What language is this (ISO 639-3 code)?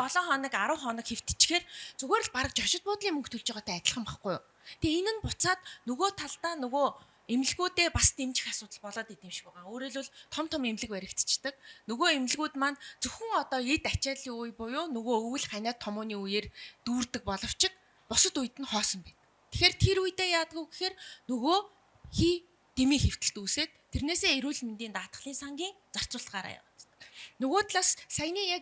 mon